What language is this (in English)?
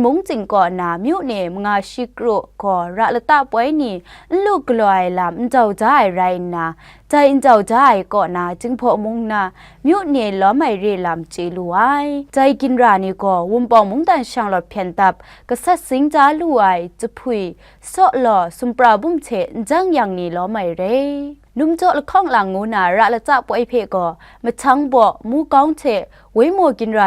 Kachin